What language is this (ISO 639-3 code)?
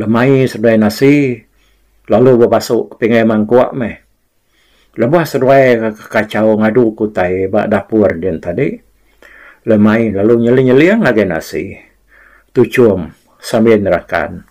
iba